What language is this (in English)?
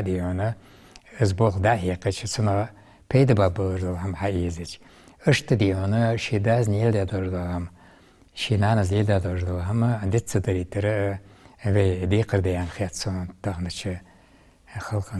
Ingush